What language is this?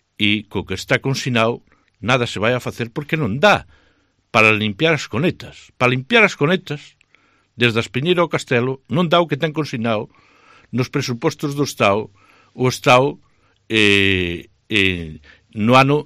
Galician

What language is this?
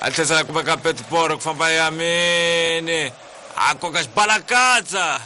Tsonga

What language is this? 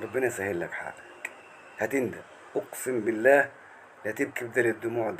Egyptian Arabic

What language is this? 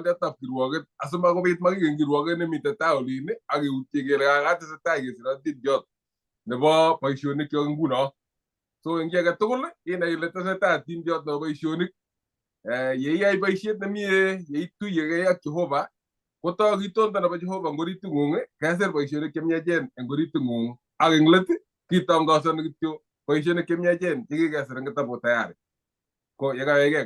Kalenjin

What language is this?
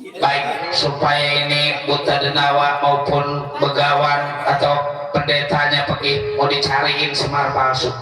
Betawi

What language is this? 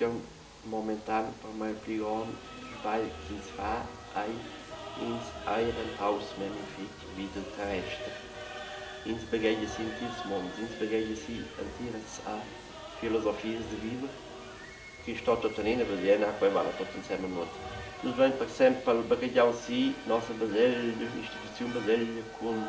Romansh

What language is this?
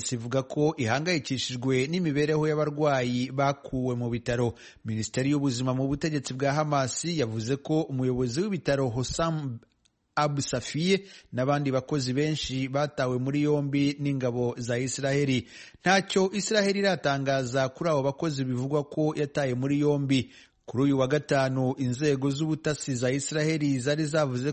Kinyarwanda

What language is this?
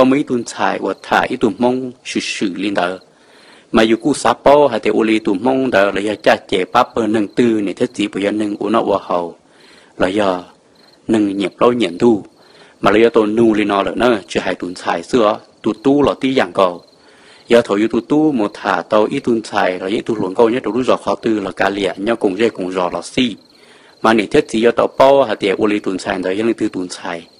Hmong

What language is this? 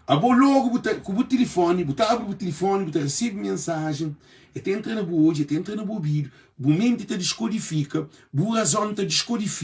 Kabuverdianu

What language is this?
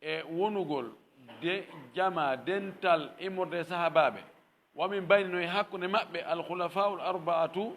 Fula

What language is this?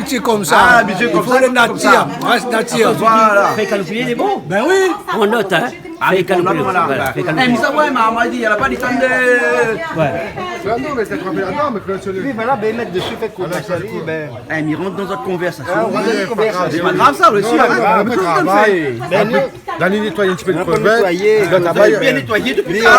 Réunion Creole French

